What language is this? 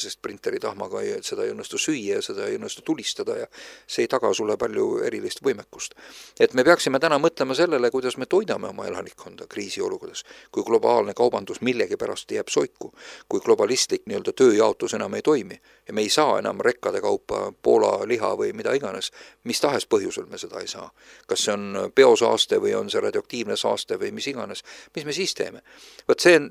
Estonian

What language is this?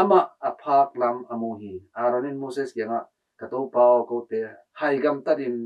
Tedim Chin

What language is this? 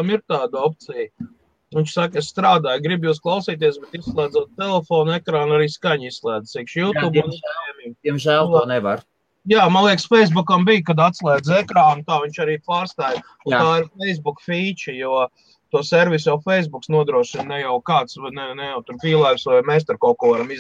Latvian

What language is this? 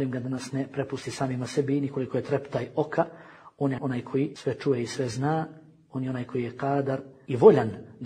Bosnian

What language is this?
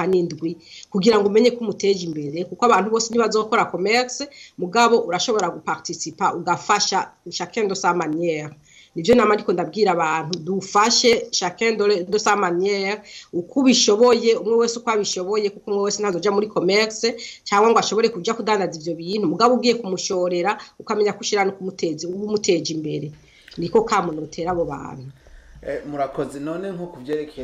Rundi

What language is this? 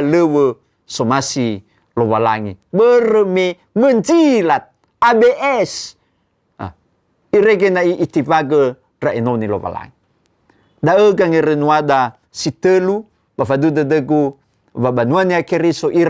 Nias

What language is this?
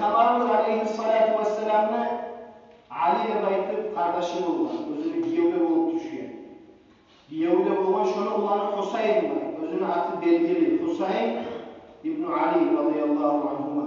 Kumyk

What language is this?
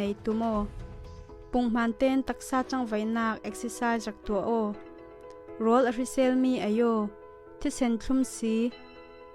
Falam Chin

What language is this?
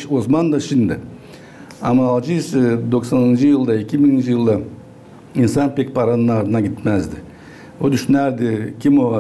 Gagauz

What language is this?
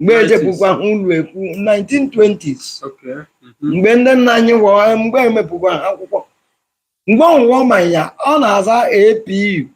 Igbo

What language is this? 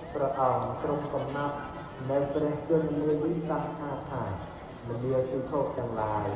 Khmer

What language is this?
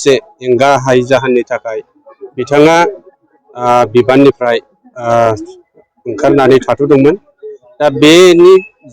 Bodo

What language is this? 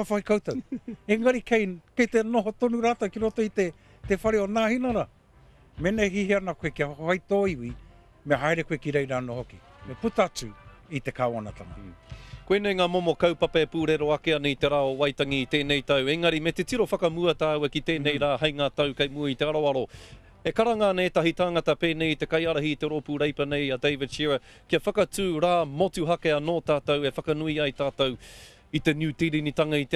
Māori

